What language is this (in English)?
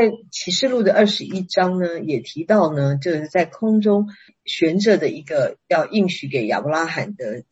Chinese